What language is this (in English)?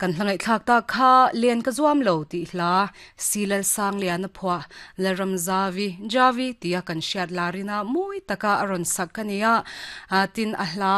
Mizo